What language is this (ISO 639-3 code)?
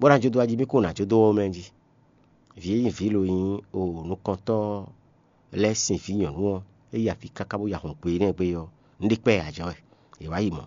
fon